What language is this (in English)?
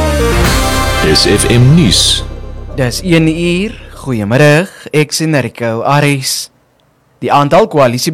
Afrikaans